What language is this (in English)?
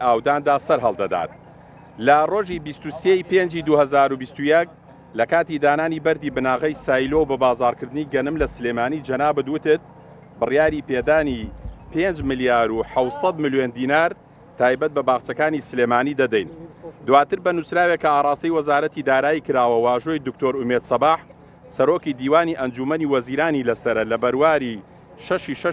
Central Kurdish